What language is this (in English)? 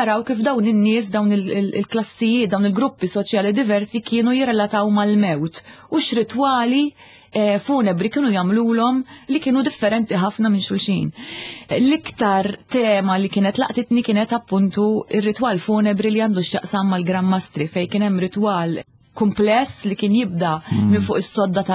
Maltese